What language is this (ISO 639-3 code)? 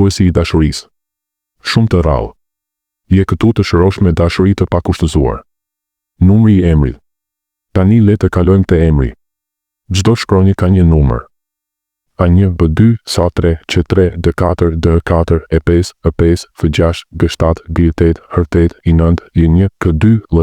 sqi